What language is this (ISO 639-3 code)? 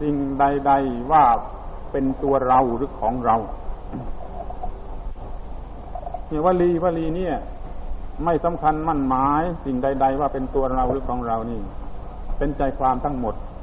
tha